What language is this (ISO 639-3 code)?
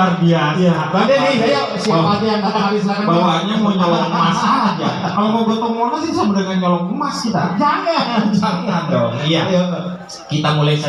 bew